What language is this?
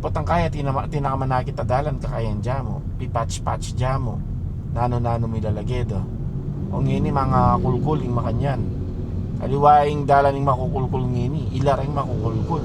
Pampanga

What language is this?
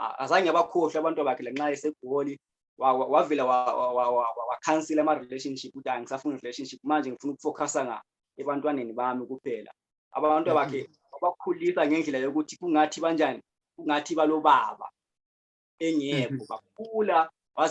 Zulu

